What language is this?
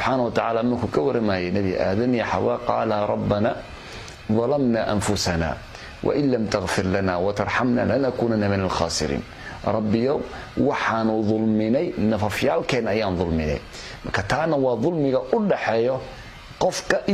Somali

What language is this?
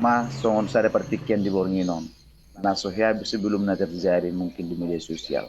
Batak Toba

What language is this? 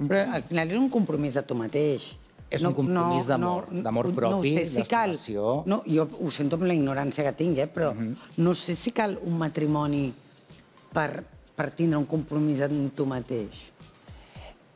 Catalan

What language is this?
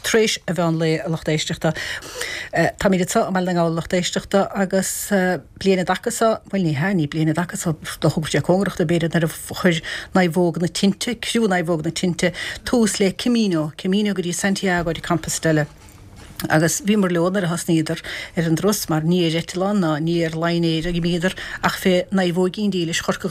Irish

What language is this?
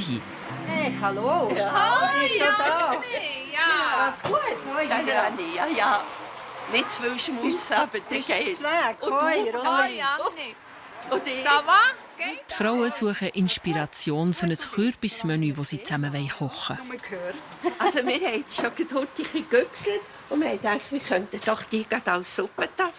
Swiss German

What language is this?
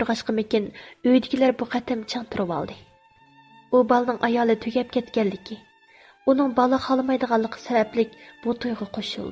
Uyghur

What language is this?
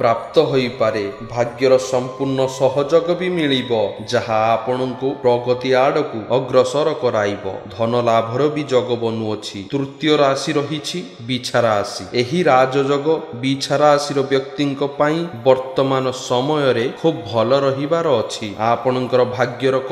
Odia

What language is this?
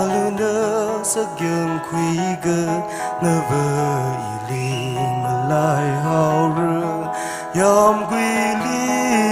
Tangkhul Naga (India)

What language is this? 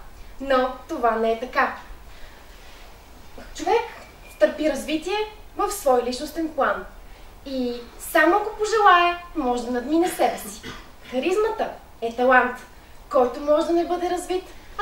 Bulgarian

